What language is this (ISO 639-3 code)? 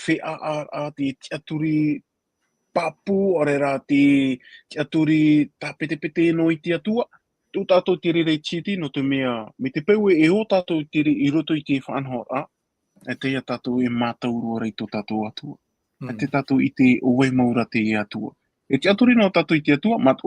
tah